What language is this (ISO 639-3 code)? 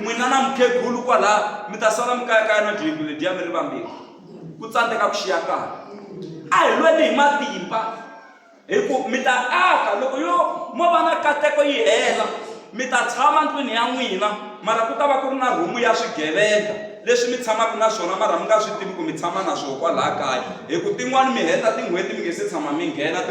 tso